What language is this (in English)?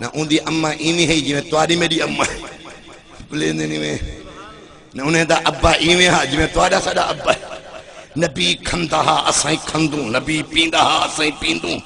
Saraiki